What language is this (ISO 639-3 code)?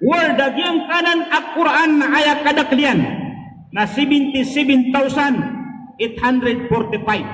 mrw